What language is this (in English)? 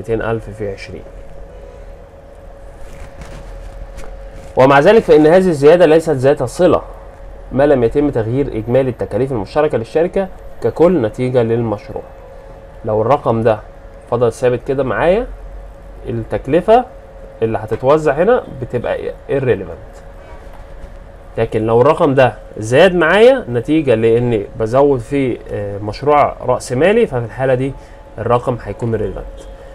Egyptian Arabic